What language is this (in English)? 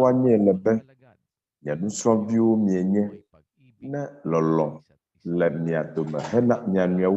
Ewe